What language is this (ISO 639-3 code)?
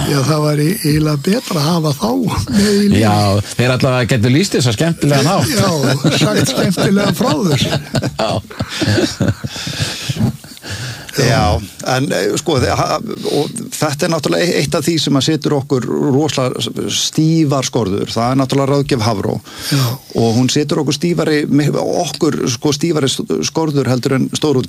isl